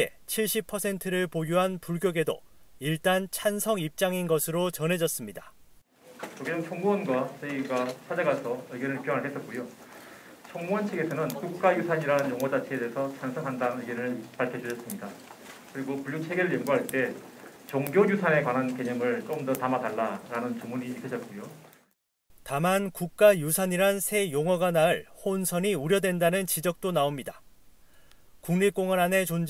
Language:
Korean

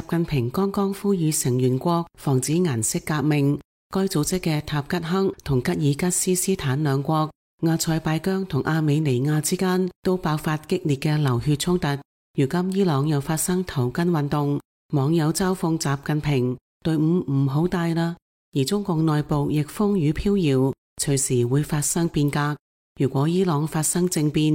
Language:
Cantonese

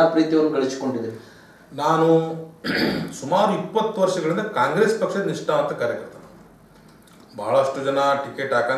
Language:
Kannada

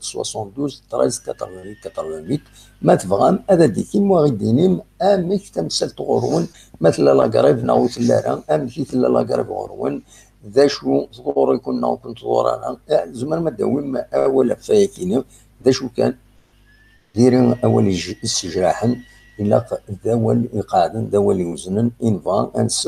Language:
Kabyle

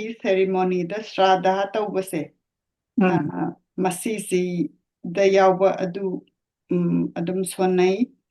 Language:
Manipuri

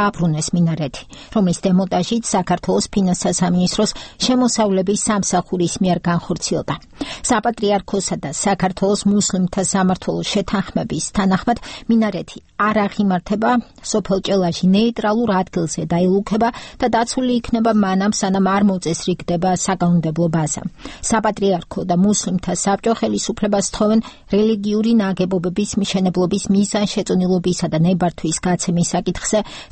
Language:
Georgian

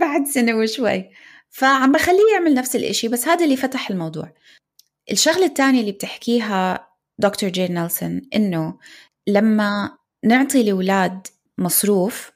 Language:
North Levantine Arabic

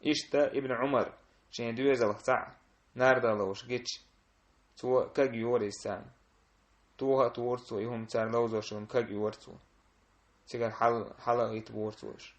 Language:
Chechen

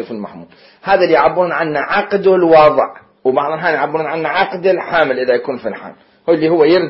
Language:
Mesopotamian Arabic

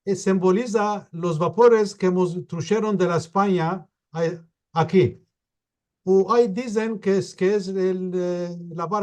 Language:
Ladino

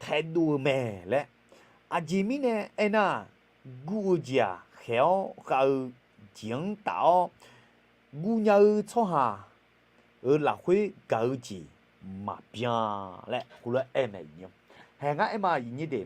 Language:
Akha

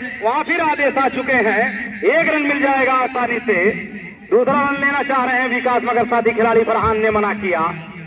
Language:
Hindi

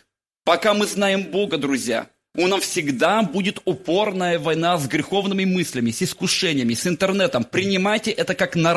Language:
Russian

